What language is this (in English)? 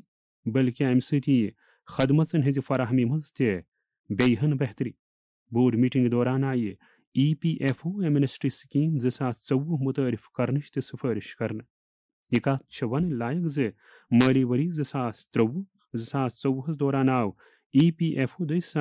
Kashmiri